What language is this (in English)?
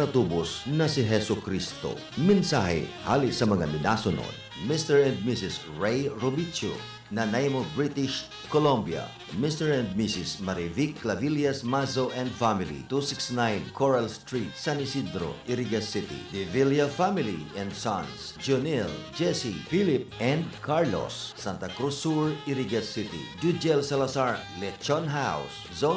Bikol